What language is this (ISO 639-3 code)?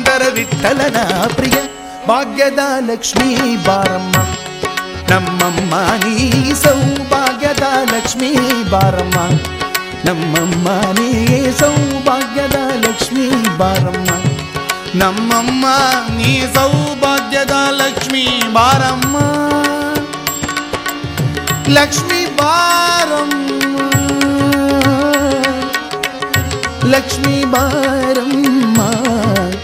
kan